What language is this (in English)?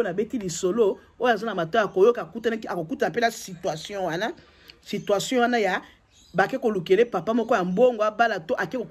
Lingala